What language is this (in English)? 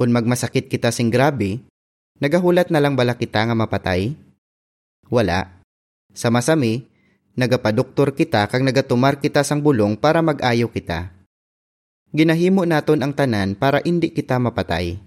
Hiligaynon